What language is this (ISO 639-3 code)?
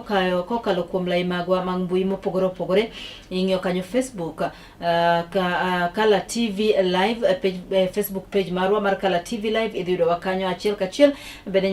luo